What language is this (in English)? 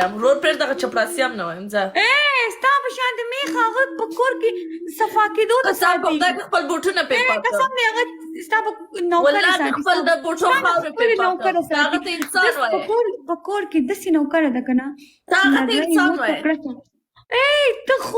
Pashto